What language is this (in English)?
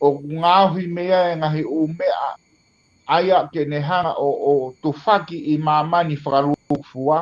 Tongan